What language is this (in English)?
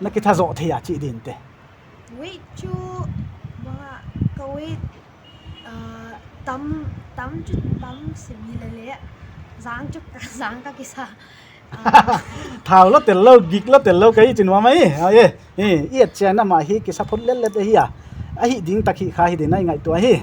Paite Chin